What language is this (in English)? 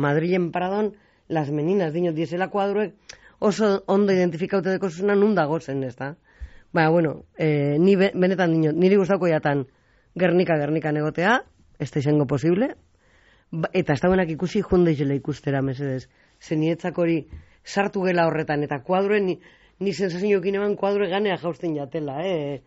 Basque